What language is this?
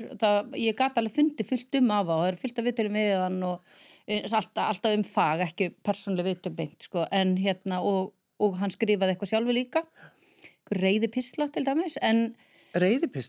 Icelandic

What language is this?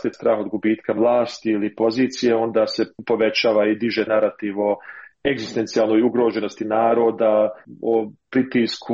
Croatian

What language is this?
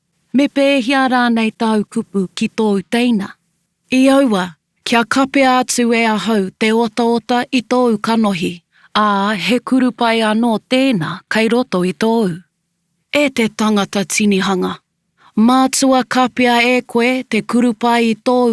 Māori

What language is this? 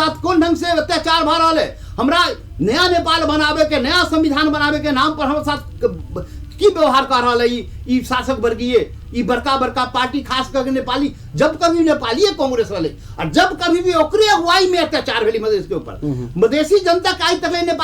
Maithili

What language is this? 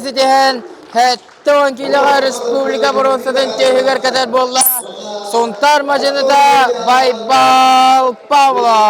Yakut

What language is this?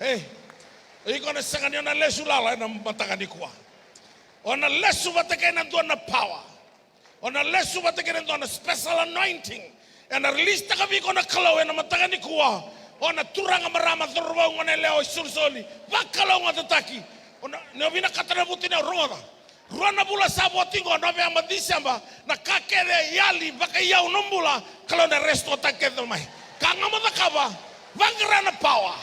Fijian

